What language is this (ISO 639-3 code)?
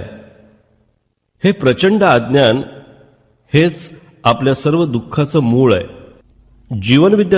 mar